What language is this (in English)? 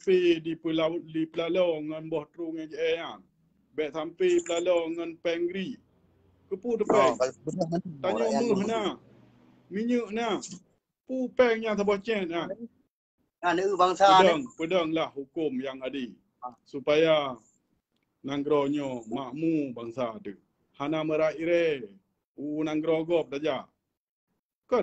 Achinese